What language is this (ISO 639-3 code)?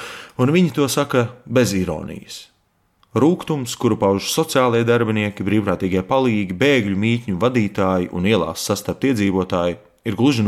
lav